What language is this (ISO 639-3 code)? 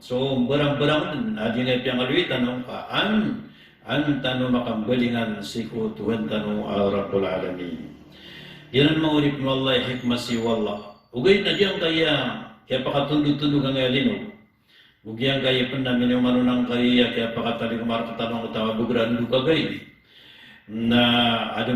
mrw